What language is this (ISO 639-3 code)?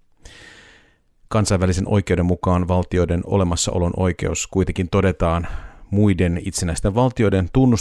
fin